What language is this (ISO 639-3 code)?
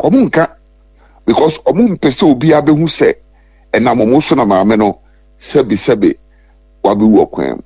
aka